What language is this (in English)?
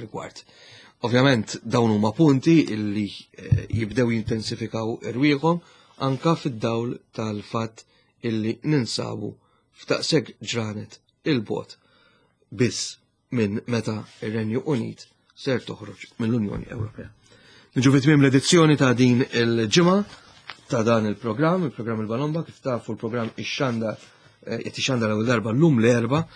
Maltese